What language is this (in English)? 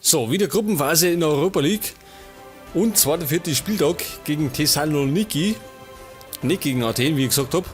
Bavarian